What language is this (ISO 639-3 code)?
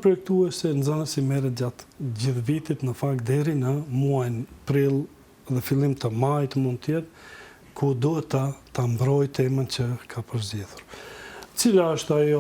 sqi